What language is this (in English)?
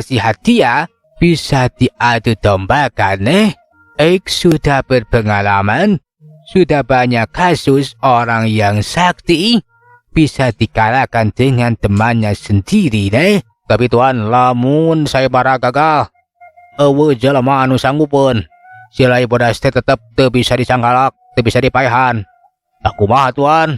Sundanese